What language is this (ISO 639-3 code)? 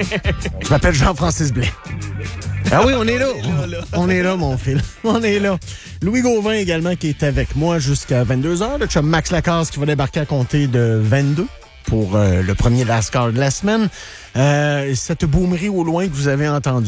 fra